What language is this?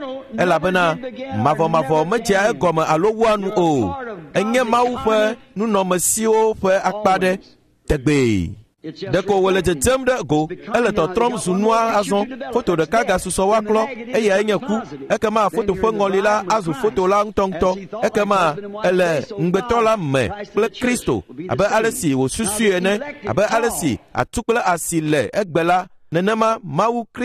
Ewe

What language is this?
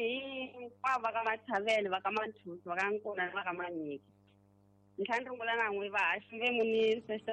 Tsonga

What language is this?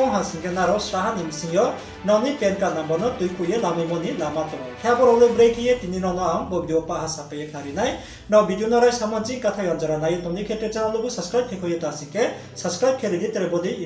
Riang (India)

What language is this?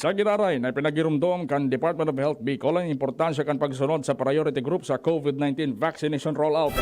Bikol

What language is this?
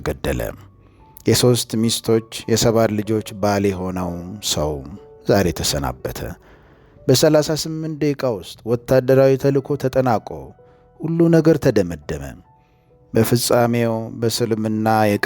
Amharic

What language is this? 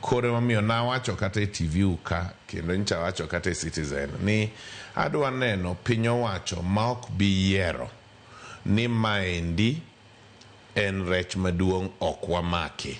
Luo (Kenya and Tanzania)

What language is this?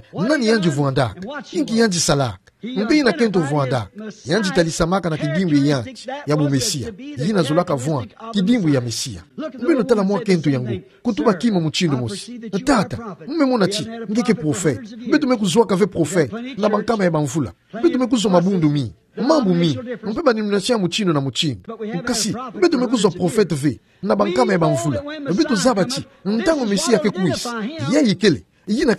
Kituba (Democratic Republic of Congo)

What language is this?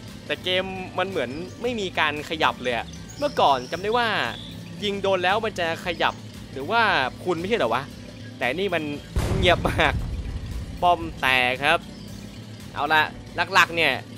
Thai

